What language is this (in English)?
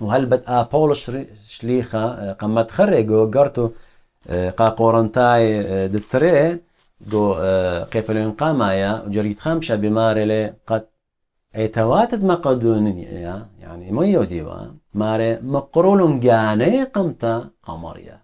Assyrian Neo-Aramaic